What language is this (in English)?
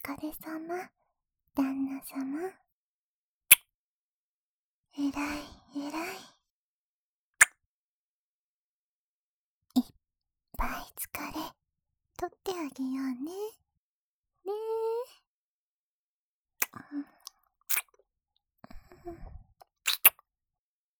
Japanese